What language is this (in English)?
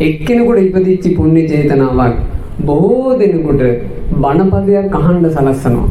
Sinhala